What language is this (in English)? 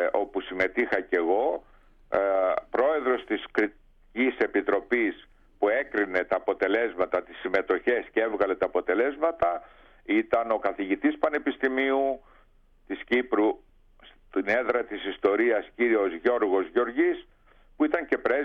Greek